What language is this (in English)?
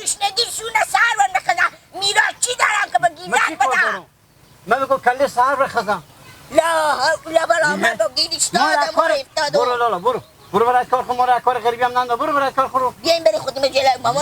Persian